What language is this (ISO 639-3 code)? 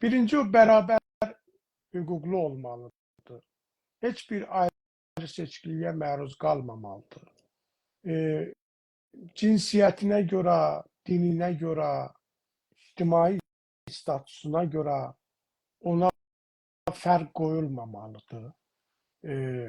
azb